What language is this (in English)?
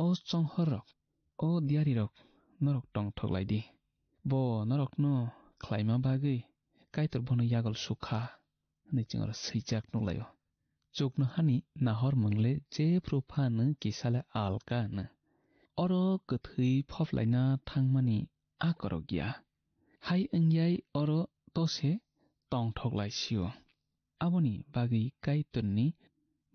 Kok Borok